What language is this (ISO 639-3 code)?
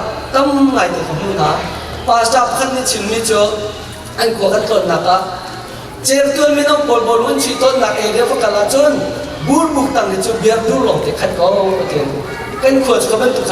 cnh